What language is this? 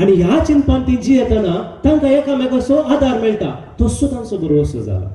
Konkani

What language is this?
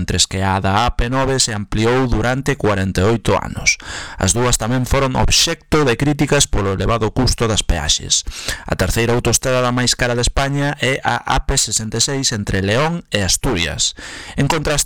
Galician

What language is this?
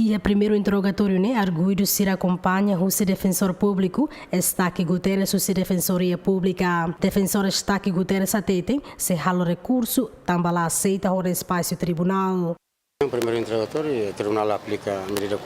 Tetum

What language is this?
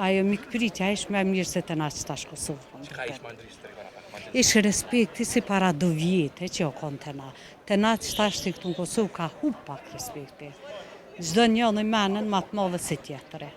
Albanian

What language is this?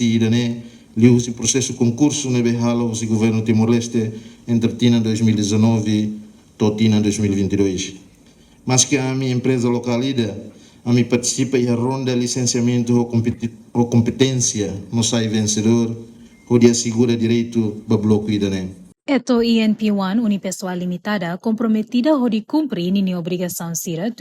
Tetum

